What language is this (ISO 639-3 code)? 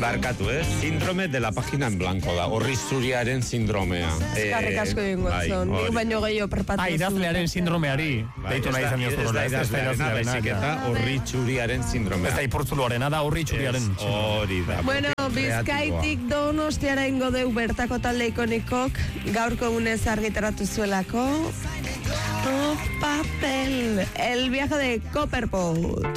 eus